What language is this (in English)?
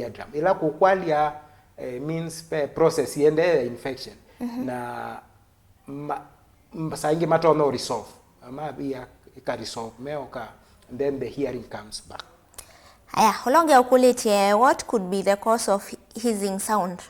Kamba